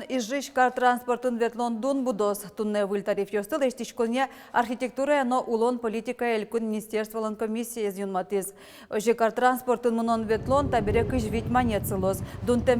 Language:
Udmurt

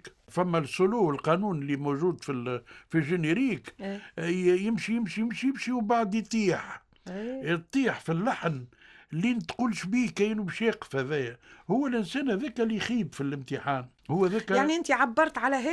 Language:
Tunisian Arabic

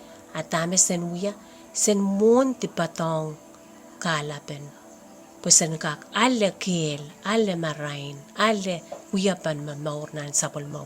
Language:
Pohnpeian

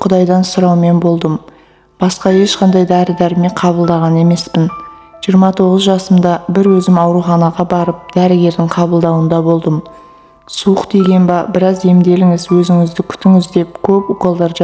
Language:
Kazakh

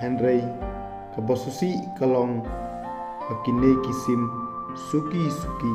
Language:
Khasi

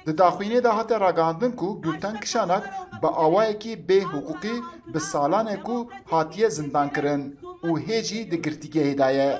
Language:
Kurdish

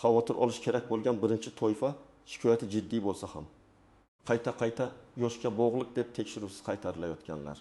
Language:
Uzbek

